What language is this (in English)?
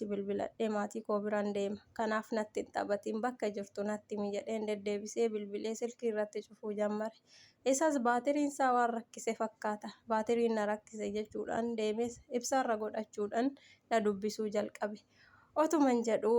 Oromo